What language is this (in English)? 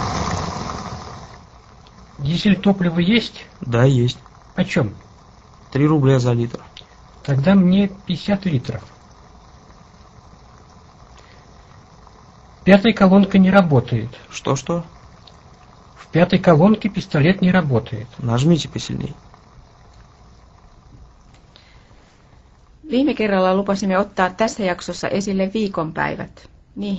Finnish